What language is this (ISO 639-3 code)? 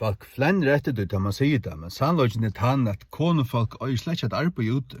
fao